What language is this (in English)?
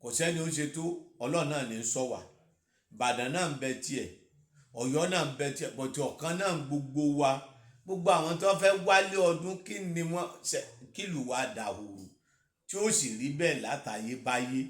Yoruba